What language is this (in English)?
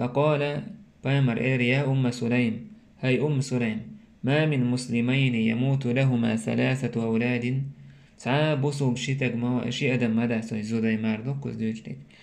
Chechen